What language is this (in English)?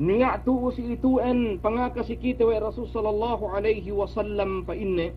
Yakan